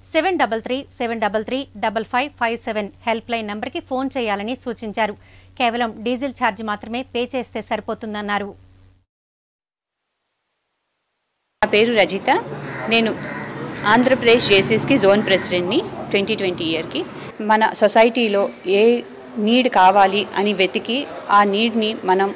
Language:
Telugu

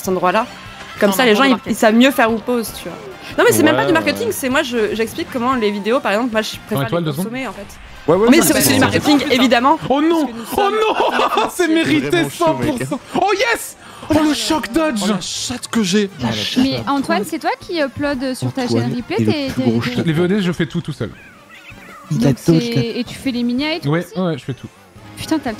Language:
French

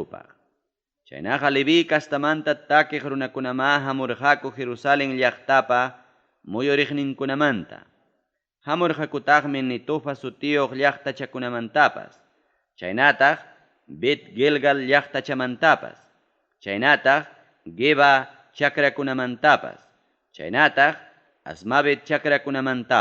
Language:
Ayacucho Quechua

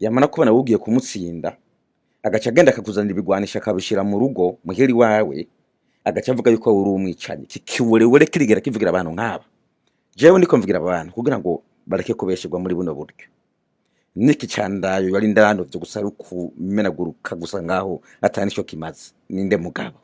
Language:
Rundi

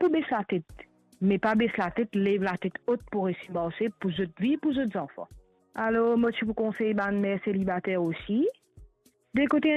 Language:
Morisyen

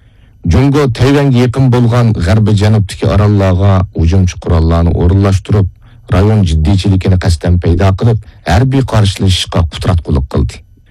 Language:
Uyghur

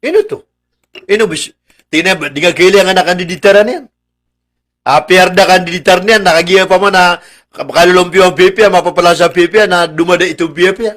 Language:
Maranao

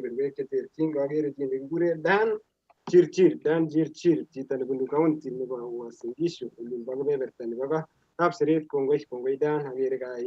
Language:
Kalenjin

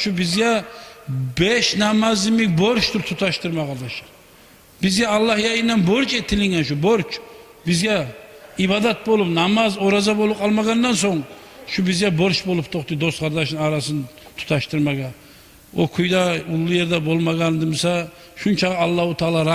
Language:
Kumyk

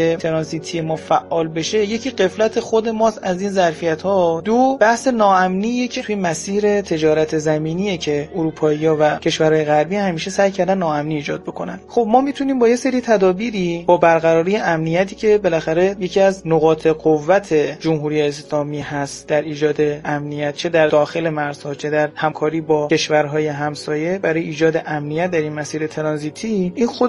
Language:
Persian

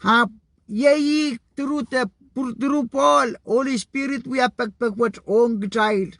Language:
Pohnpeian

